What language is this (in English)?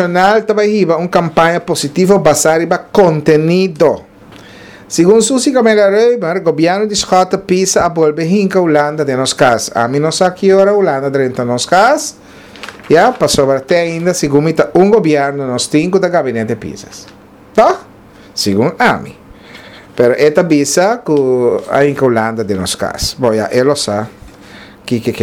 Papiamento